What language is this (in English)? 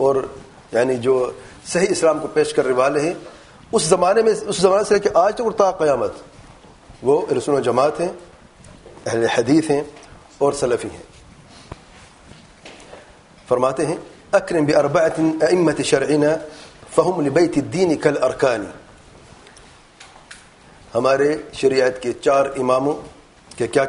Urdu